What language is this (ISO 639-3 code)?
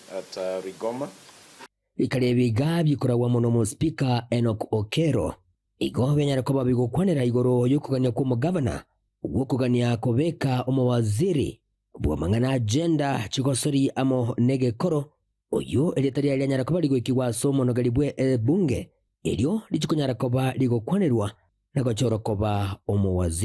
guz